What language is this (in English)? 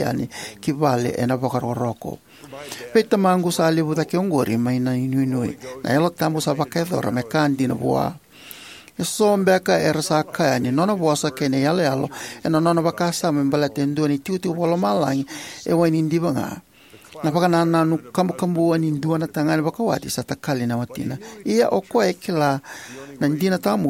Fijian